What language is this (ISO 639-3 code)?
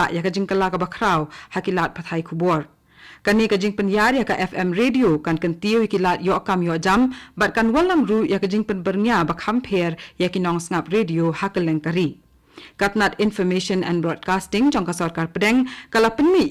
kha